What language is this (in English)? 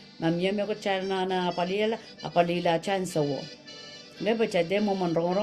Pohnpeian